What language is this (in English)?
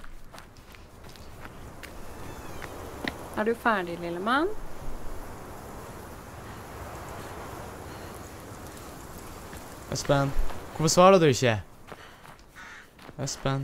Norwegian